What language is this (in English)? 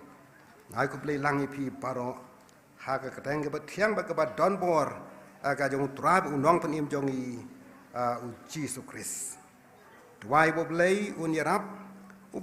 Khasi